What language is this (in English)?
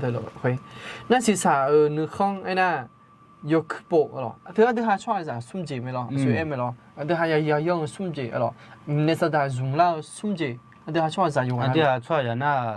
Akha